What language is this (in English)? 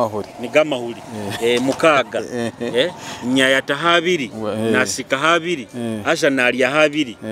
Nyoro